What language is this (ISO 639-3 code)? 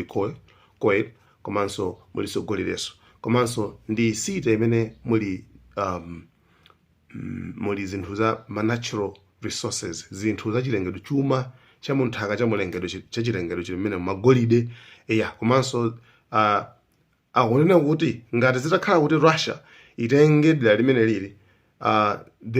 nya